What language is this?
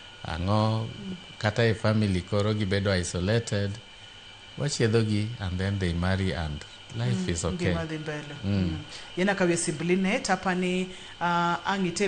Luo (Kenya and Tanzania)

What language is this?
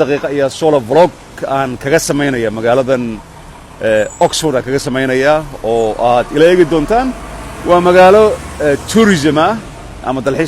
Somali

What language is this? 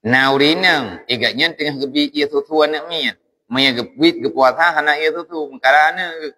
Achinese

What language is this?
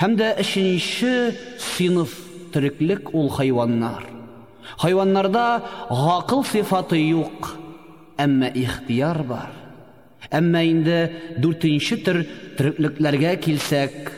Tatar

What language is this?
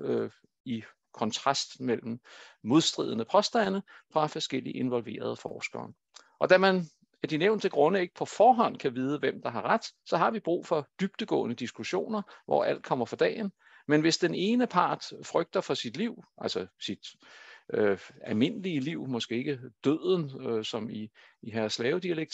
Danish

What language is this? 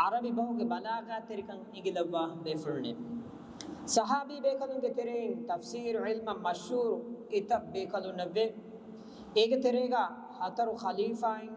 Divehi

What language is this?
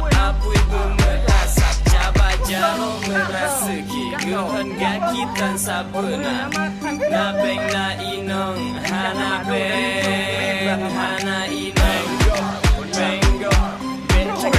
Achinese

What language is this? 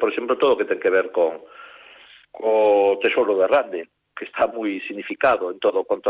Galician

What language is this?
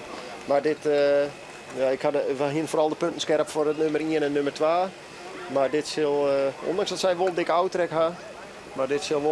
Western Frisian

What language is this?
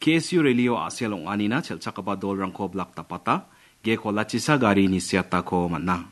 Garo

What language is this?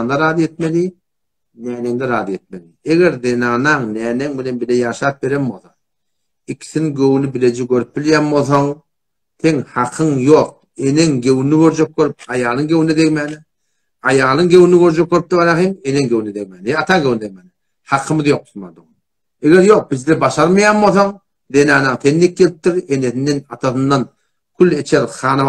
Turkmen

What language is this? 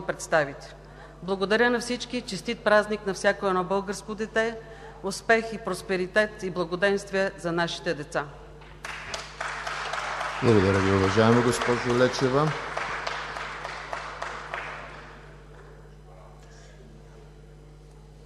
Bulgarian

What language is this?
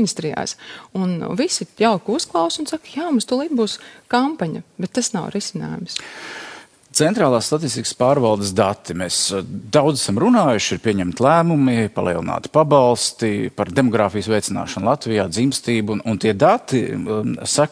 Latvian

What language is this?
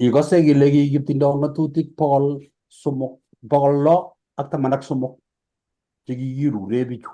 Kalenjin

